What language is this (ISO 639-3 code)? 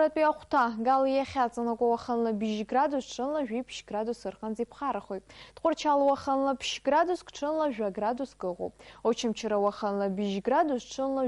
abk